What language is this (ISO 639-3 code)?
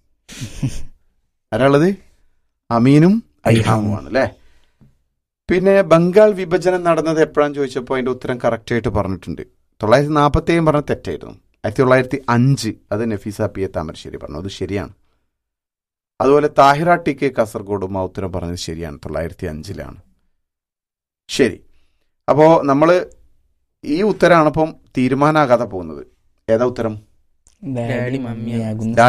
mal